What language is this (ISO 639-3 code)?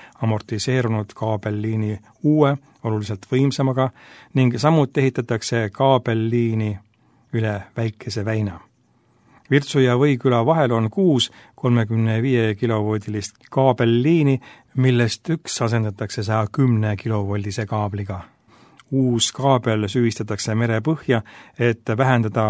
est